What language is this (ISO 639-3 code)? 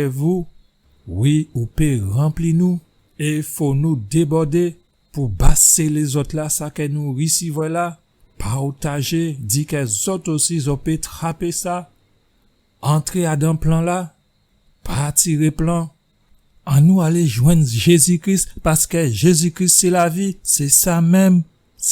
gcf